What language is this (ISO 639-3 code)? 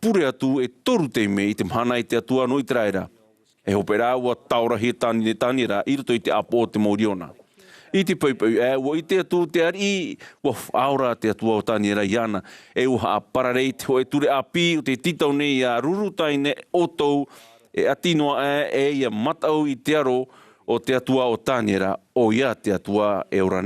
tah